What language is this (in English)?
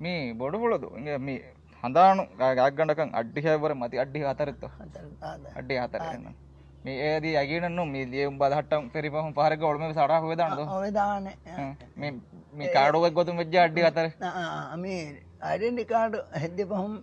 Divehi